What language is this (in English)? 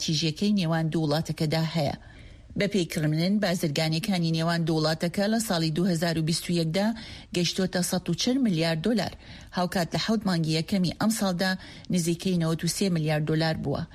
Central Kurdish